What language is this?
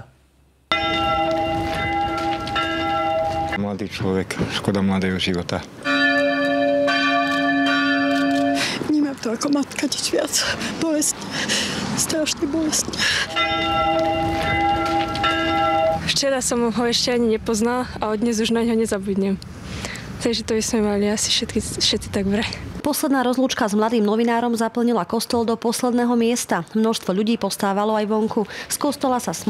Slovak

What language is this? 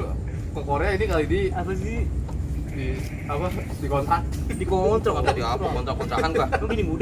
Betawi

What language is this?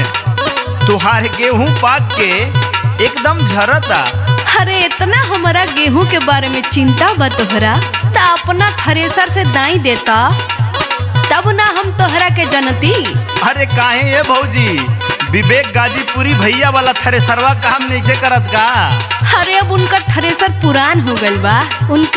Bhojpuri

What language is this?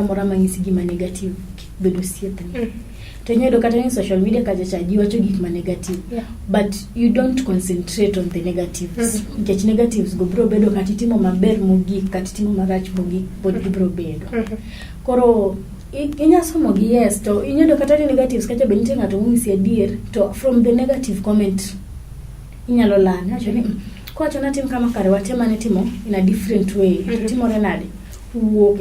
Luo (Kenya and Tanzania)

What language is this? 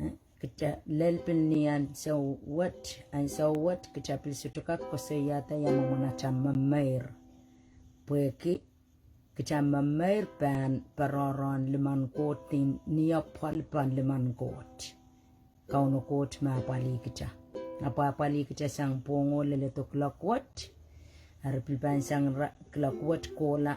Pohnpeian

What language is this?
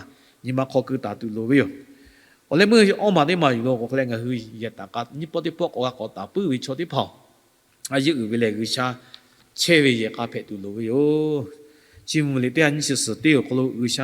Lahu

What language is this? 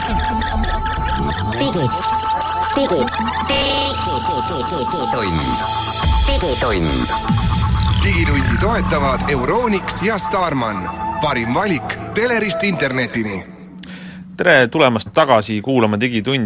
Estonian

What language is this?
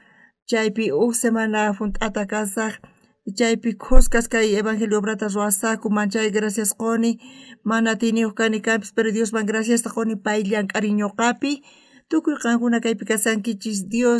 South Bolivian Quechua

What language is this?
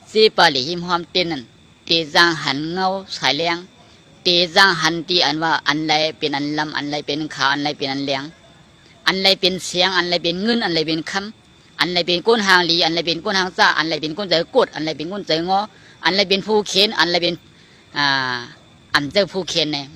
Shan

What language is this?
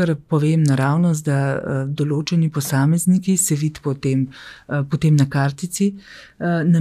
Slovenian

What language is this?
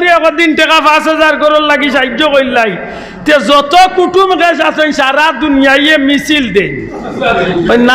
Sylheti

